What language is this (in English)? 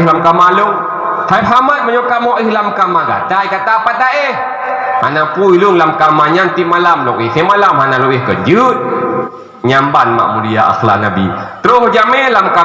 Achinese